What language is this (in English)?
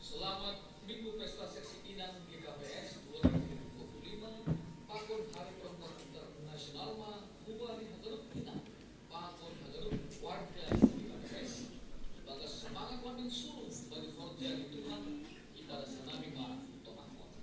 Batak Simalungun